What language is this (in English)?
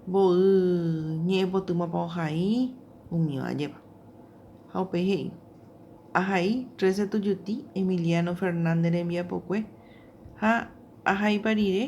Guarani